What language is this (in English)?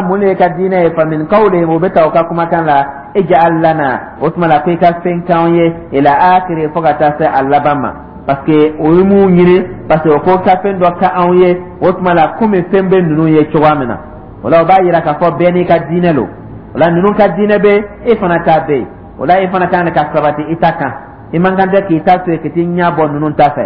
Dyula